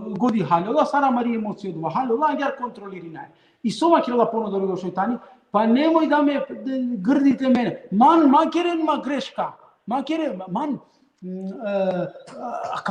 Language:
Balkan Romani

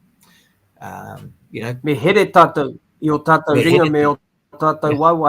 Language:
Māori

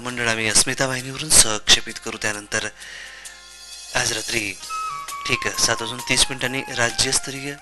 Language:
Marathi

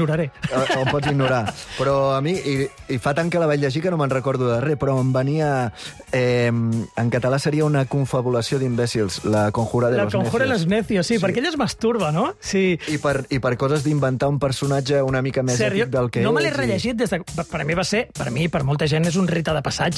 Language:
Catalan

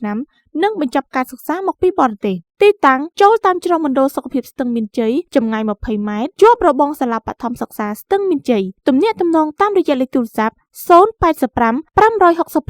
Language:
Khmer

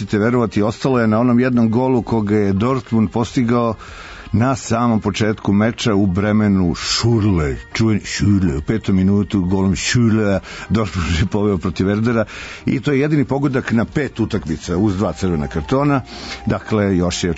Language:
Serbian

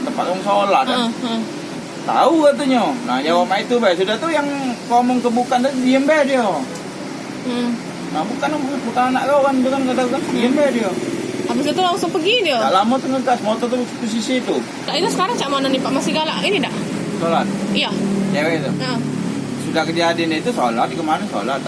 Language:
Musi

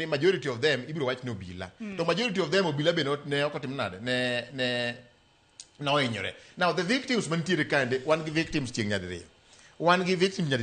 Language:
Luo (Kenya and Tanzania)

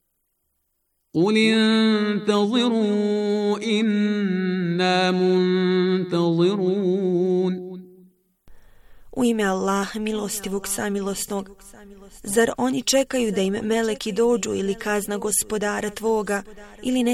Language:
Bosnian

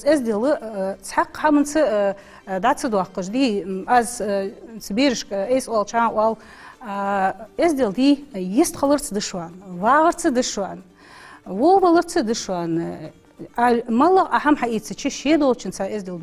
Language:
Ingush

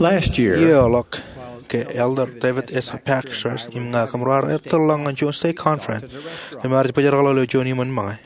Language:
Marshallese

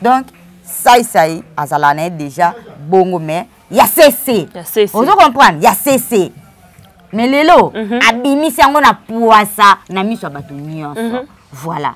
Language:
Lingala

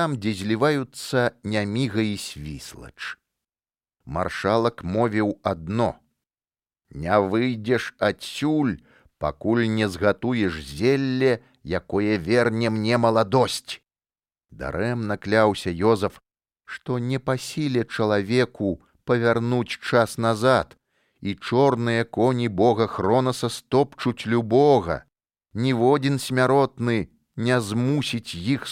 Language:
Belarusian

